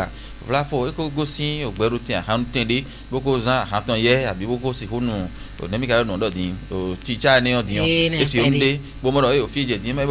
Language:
Fon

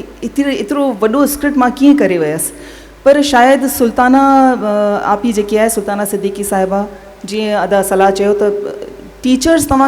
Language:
Sindhi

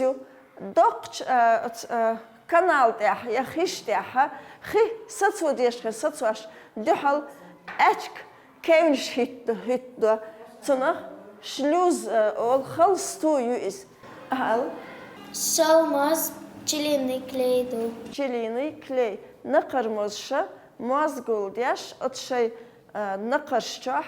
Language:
Chechen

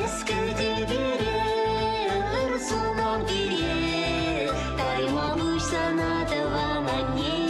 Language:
Chuvash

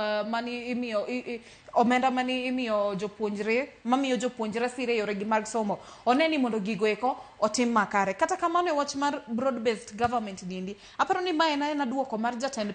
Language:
Luo (Kenya and Tanzania)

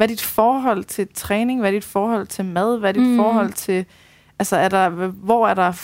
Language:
Danish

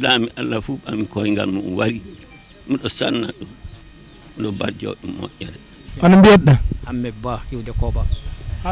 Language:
Fula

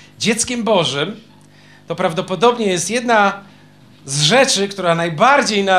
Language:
Polish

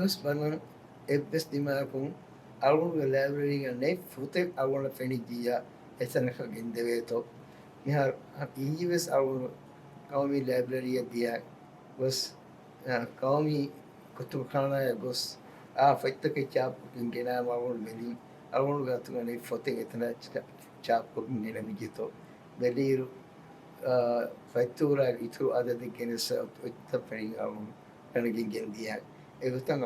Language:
Divehi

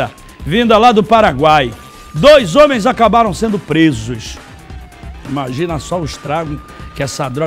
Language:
Portuguese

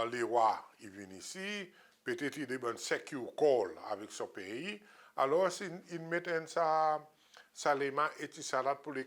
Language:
Seselwa Creole French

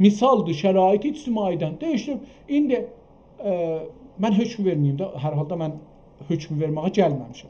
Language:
South Azerbaijani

